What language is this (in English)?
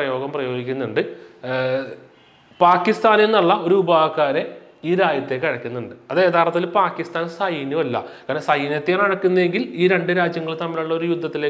Malayalam